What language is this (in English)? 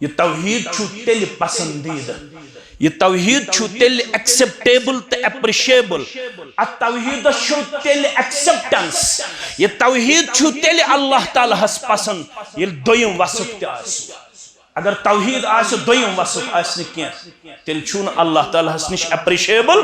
Kashmiri